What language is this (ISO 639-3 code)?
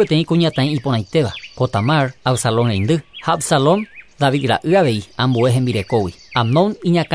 grn